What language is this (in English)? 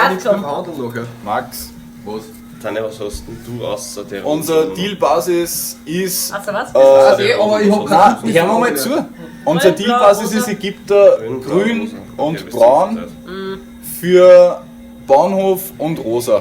Bavarian